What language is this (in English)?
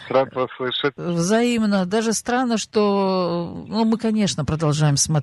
Russian